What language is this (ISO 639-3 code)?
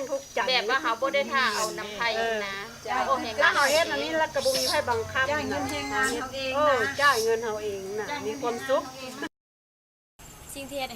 lao